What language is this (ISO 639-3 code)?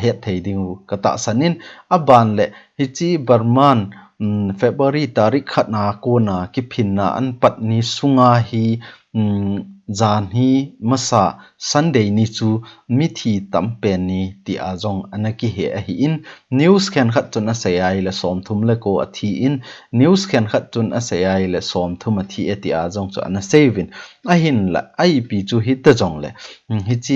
tcz